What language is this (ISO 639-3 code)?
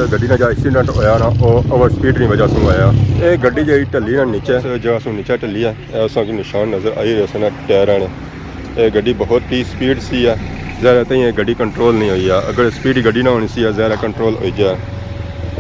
phr